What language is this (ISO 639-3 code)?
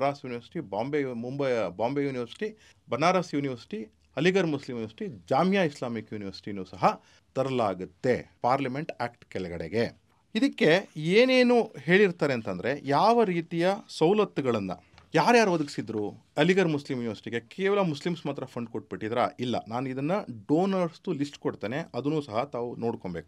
kan